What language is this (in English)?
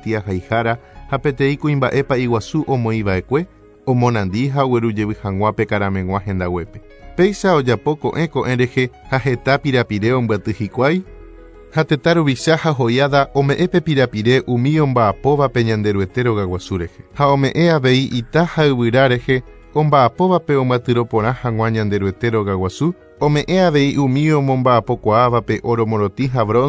Guarani